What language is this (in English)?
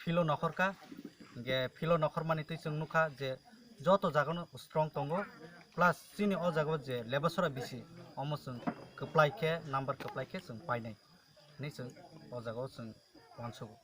Kok Borok